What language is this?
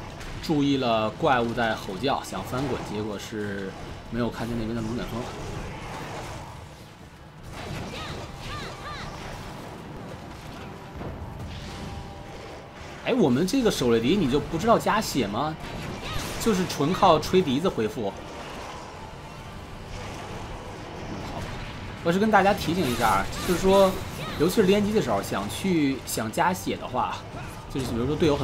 Chinese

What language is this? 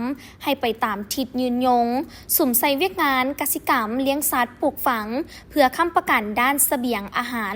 Lao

